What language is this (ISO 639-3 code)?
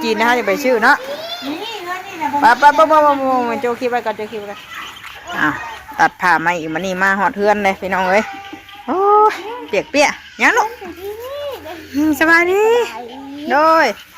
tts